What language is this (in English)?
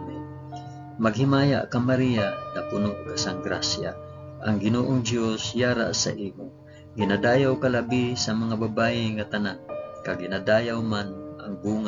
Hiligaynon